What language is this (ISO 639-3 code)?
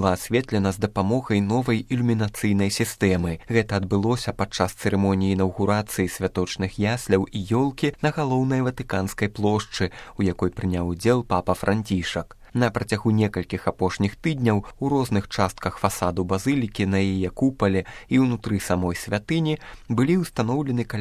bel